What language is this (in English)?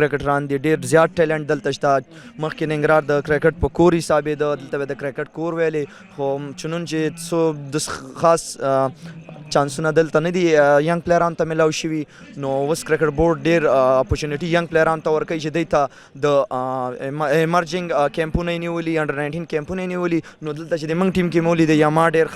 Pashto